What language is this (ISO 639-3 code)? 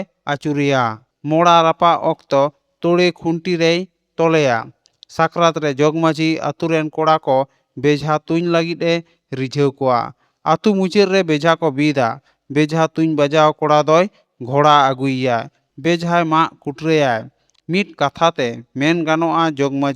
sat